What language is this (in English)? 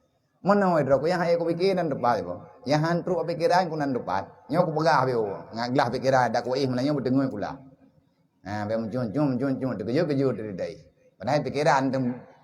Achinese